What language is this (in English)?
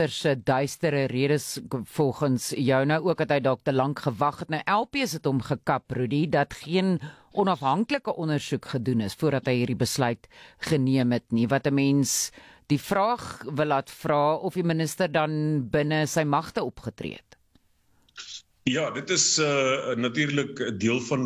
Afrikaans